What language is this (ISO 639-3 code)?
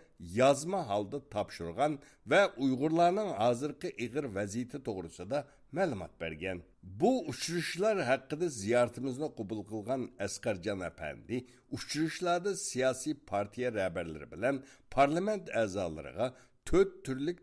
uig